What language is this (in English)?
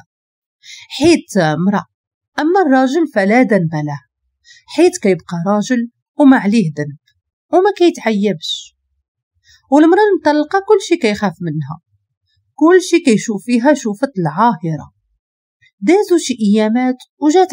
Moroccan Arabic